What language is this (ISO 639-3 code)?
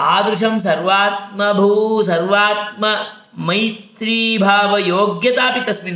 san